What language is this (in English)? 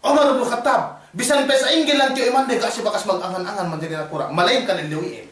Yakan